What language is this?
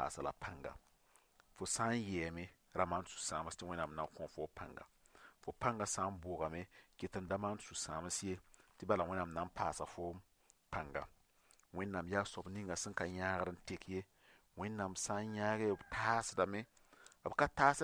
Mossi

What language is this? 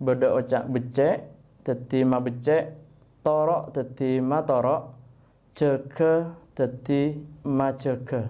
Madurese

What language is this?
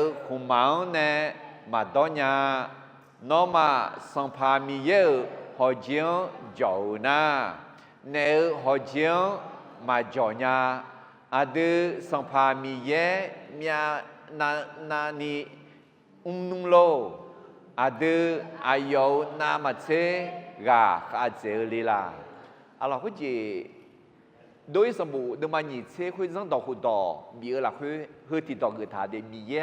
Akha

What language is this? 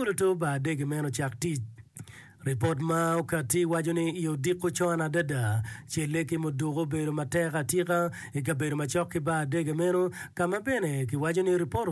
Acoli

